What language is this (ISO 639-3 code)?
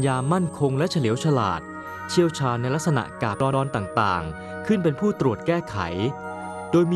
tha